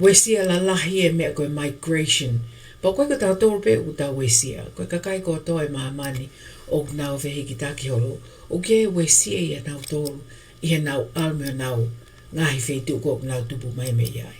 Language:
Tongan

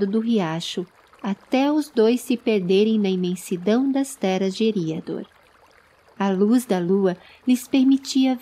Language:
Portuguese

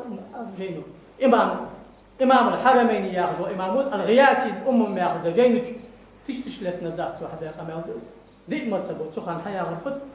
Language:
Ingush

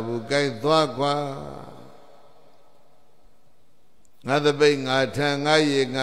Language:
Burmese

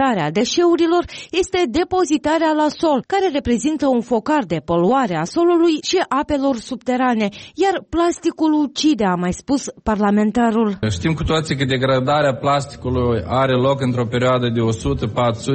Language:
Romanian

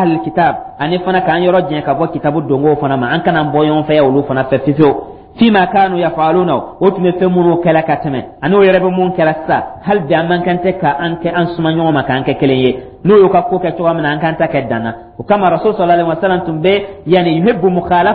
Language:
Dyula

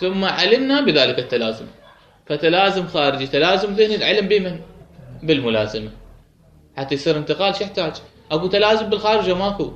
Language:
Mesopotamian Arabic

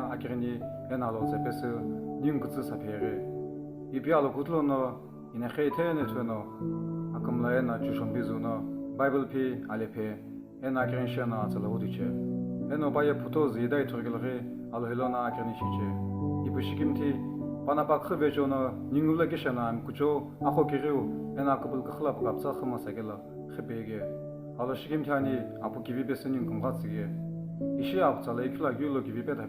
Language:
Sumi Naga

